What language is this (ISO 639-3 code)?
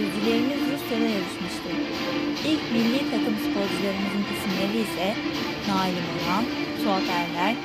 tur